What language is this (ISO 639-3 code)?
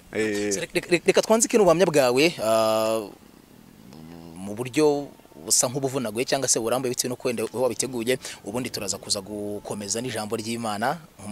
kin